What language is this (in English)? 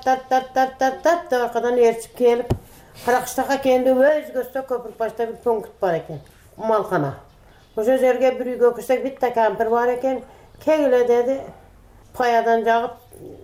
Kyrgyz